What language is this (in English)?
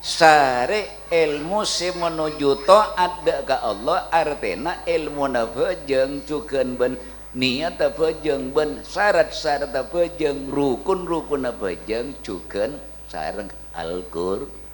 Madurese